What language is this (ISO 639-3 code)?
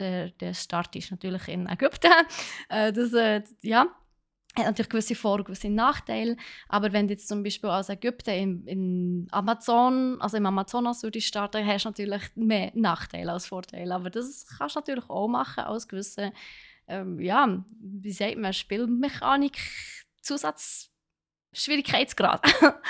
gsw